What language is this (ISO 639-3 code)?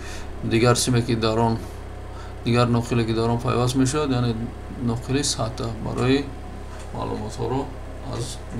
tgk